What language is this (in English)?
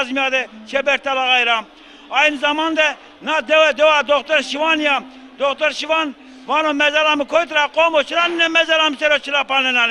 Zaza